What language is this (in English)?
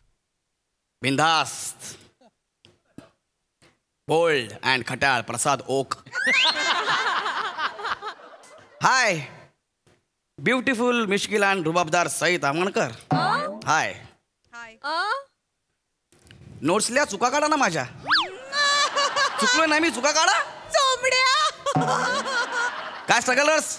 Marathi